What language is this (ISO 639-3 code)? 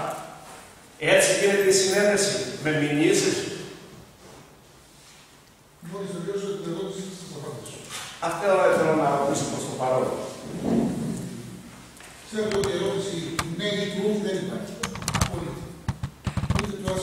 ell